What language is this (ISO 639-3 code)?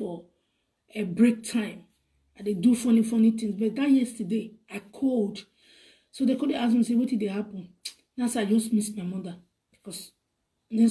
pcm